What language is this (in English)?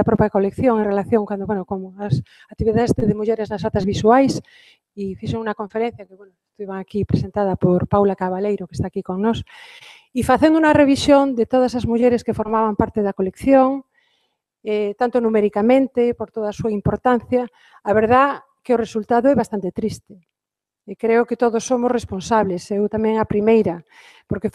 Galician